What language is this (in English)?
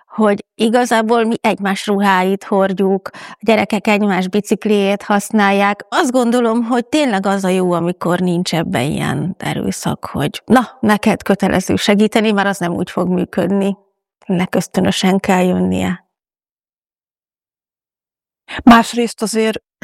Hungarian